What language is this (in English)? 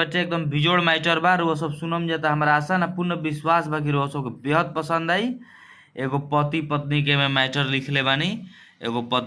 Bhojpuri